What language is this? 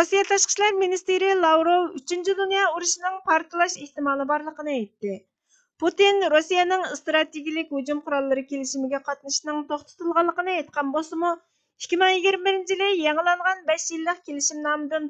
Uyghur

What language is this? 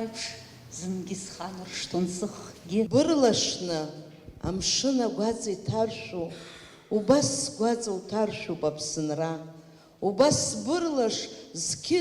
Abkhazian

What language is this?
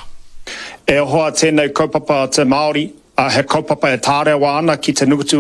Māori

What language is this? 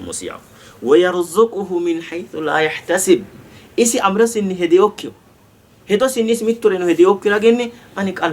Sidamo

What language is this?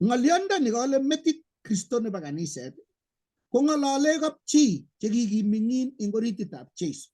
Kalenjin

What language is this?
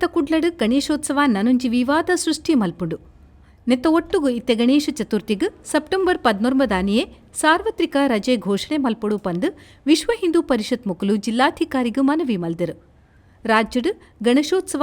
Tulu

